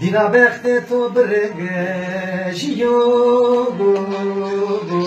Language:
Zaza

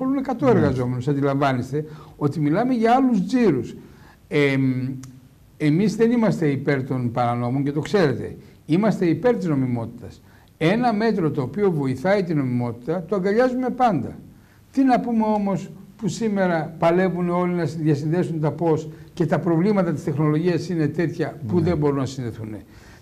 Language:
Greek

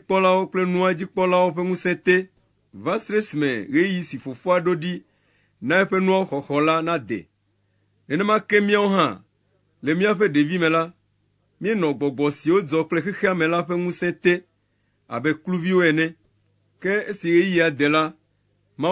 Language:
Ewe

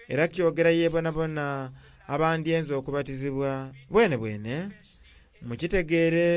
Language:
Soga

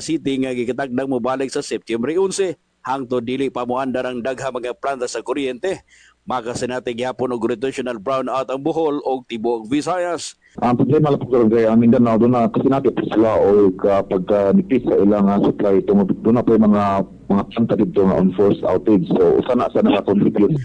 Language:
Cebuano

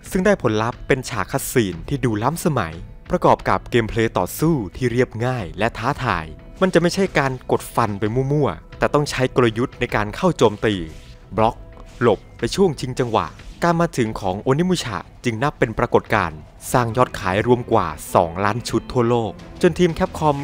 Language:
Thai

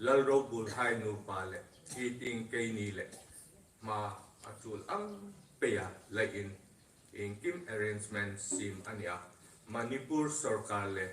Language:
Hmar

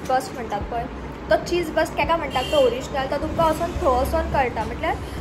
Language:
Konkani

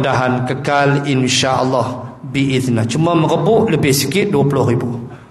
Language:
Malay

